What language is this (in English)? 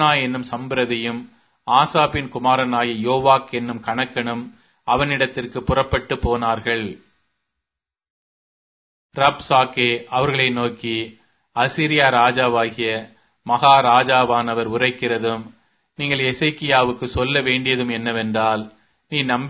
Tamil